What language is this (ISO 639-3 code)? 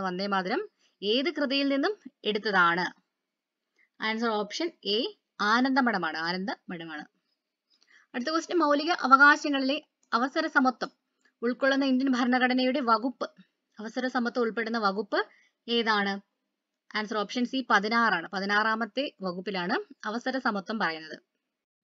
mal